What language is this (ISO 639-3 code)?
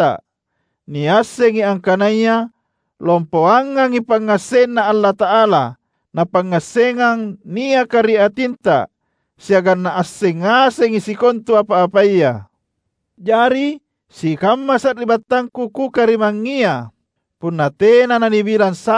mak